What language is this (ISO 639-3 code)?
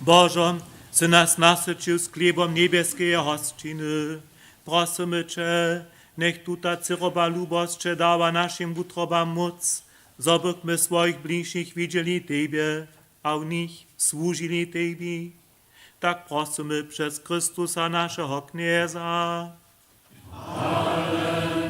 hsb